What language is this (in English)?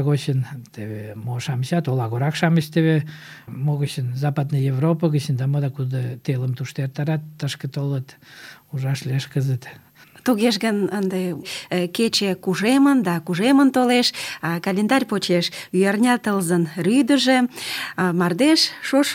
Mari